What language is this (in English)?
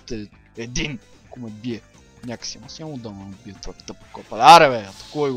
Bulgarian